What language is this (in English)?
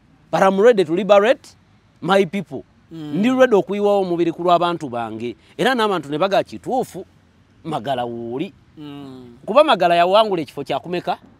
Ganda